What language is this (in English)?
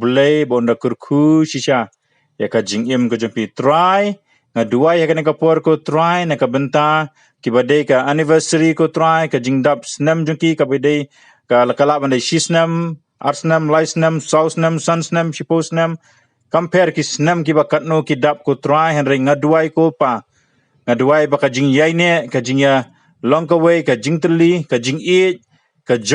Khasi